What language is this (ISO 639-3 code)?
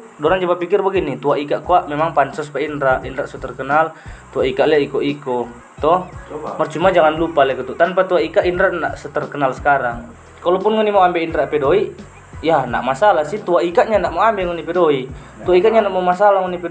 xmm